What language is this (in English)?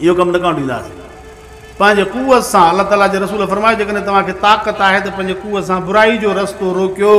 Sindhi